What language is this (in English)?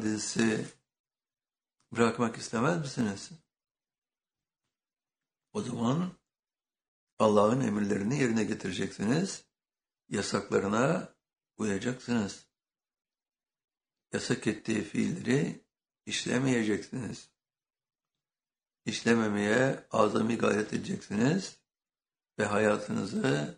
Turkish